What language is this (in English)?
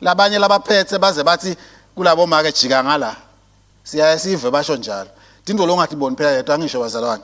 Swati